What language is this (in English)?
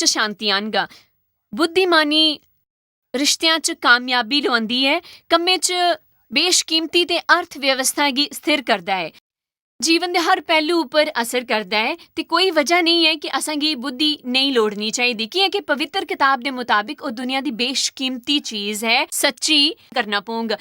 Dogri